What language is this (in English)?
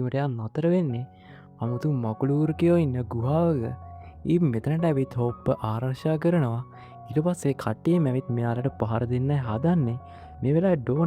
Sinhala